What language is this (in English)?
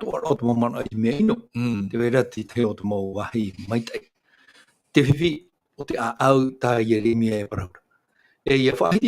Tahitian